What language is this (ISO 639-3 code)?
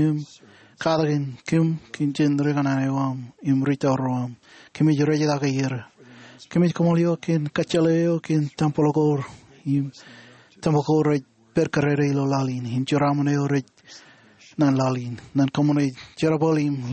mah